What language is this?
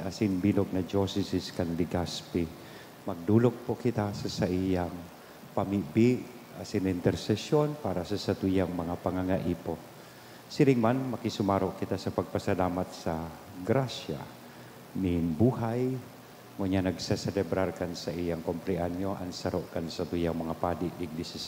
Bikol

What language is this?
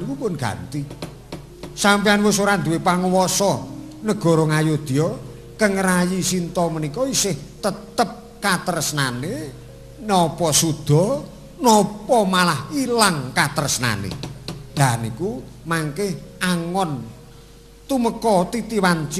Javanese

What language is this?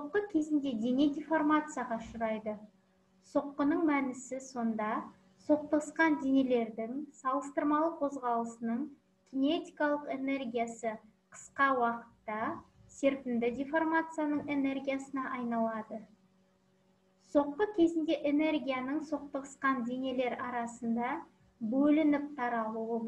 Kazakh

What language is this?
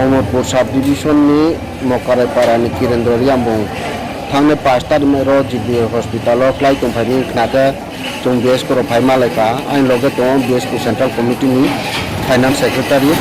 Riang (India)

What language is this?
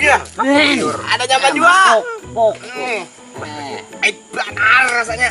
Banjar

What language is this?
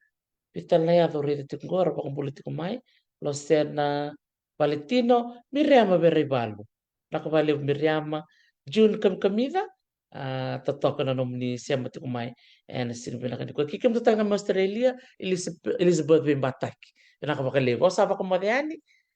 Fijian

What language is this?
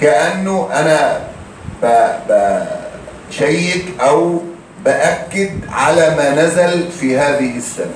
Egyptian Arabic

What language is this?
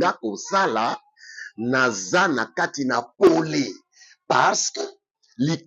Lingala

